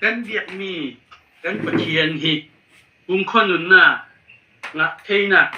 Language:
Falam Chin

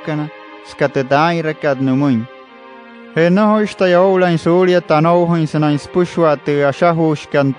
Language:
Wayuu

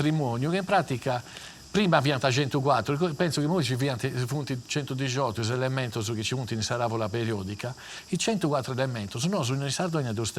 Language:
Sardinian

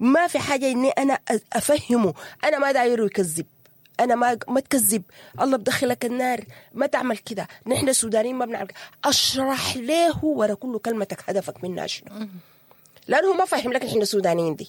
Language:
Sudanese Arabic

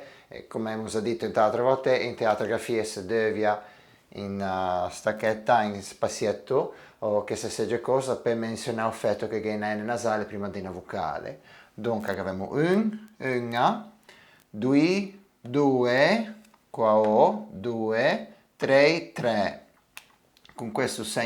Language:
Ligurian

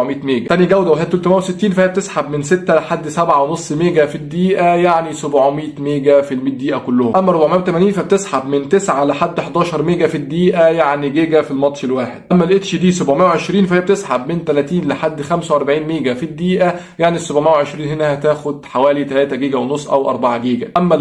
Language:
Egyptian Arabic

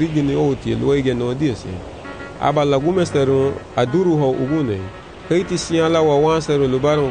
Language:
Garifuna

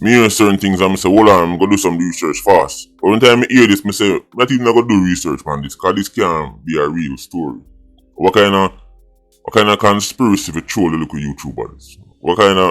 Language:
Jamaican Creole English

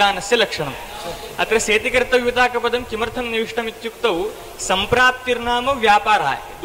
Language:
Sanskrit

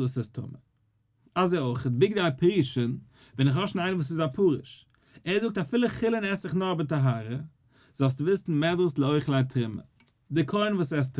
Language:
Yiddish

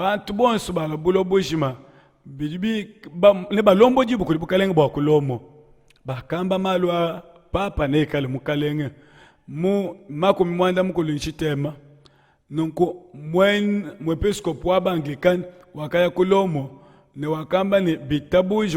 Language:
Luba-Lulua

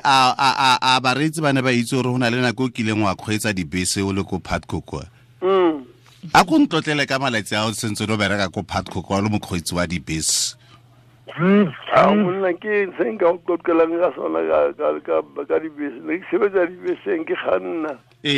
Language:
Tswana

